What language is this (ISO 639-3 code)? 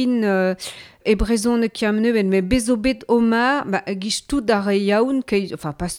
bre